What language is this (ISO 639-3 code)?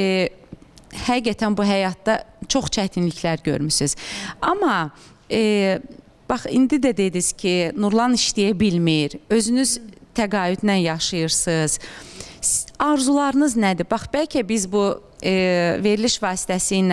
aze